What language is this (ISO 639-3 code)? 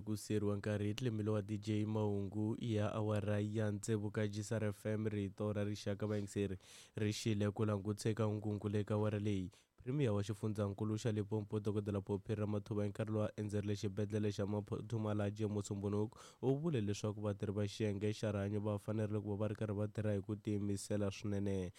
tso